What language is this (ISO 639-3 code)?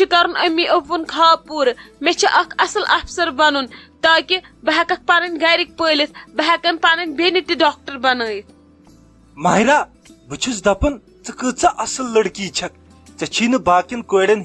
kas